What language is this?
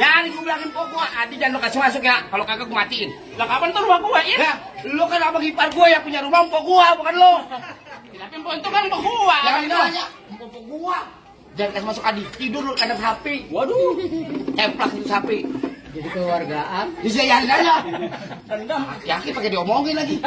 Betawi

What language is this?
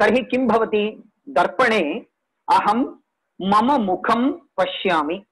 Sanskrit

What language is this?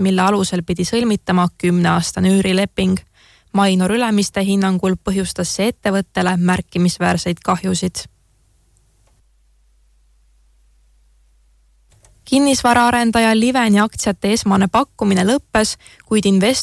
Estonian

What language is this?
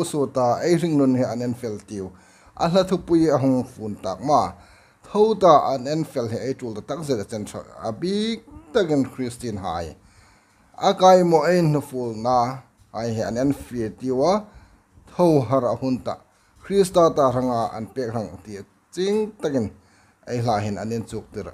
Hmar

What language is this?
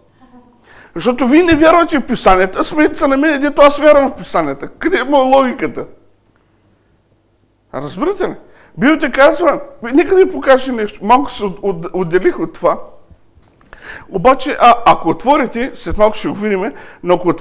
Bulgarian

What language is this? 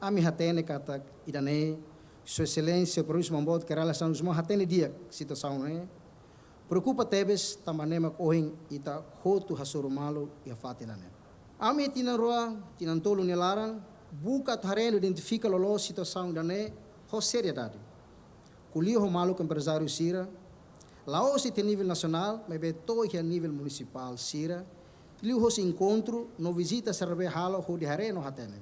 Tetum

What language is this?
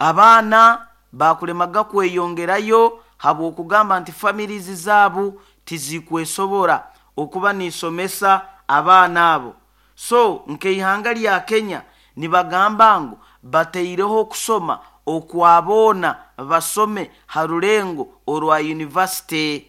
Nyoro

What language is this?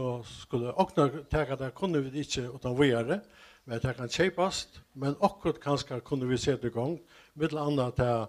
Faroese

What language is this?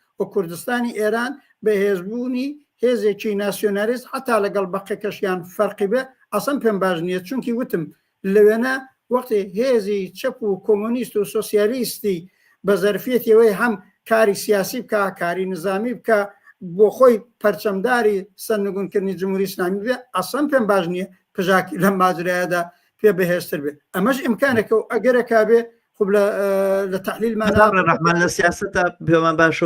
Central Kurdish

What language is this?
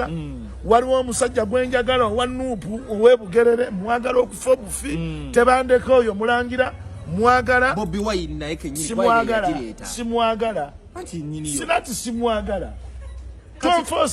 Ganda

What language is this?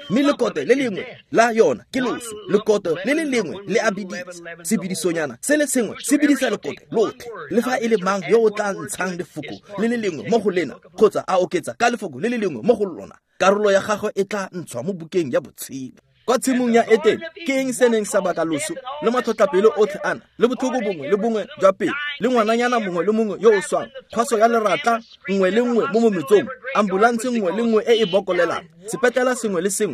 Tswana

